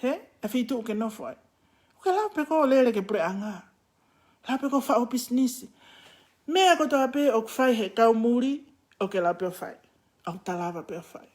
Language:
Tongan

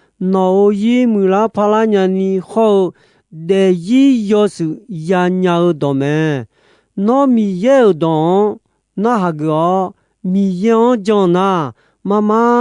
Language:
Akha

